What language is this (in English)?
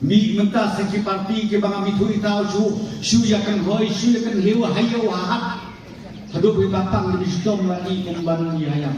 Khasi